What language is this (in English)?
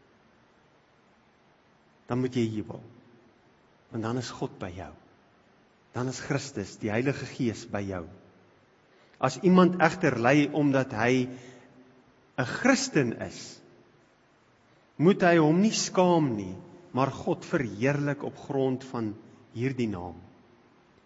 Afrikaans